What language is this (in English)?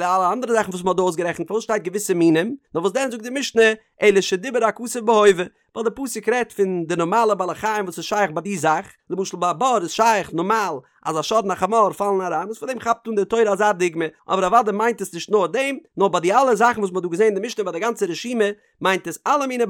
Yiddish